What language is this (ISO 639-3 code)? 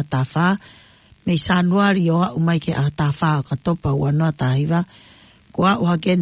ton